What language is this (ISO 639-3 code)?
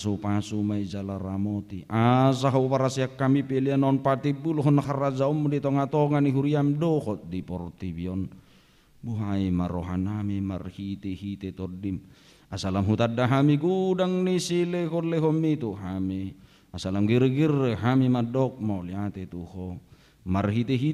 bbc